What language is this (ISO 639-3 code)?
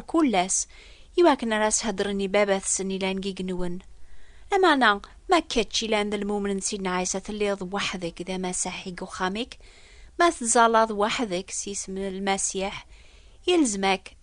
kab